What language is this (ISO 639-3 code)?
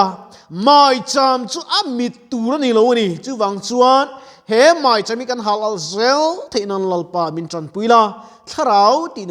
lus